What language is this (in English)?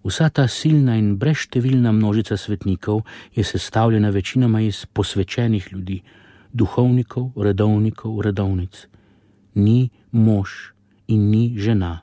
Slovenian